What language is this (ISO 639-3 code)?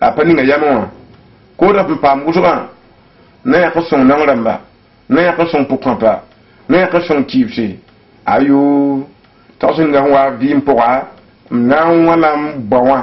mos